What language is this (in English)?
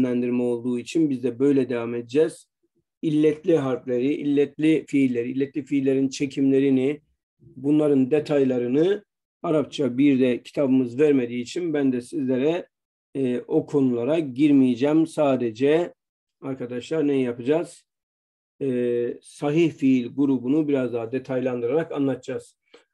Turkish